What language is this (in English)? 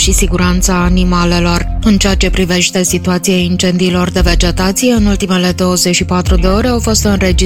Romanian